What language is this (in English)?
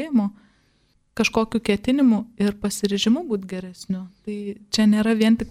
Lithuanian